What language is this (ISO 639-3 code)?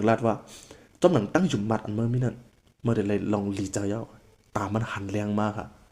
shn